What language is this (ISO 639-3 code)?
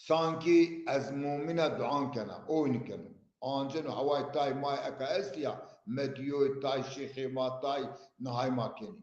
zza